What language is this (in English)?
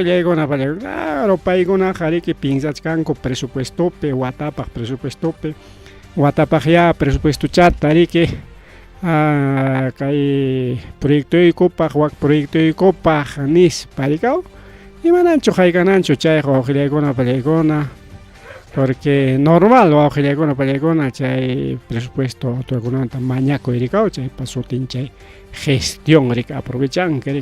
Ayacucho Quechua